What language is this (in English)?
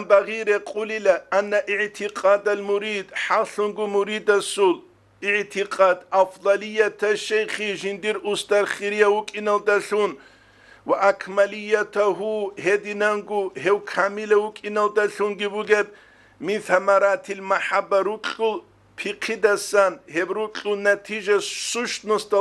Avaric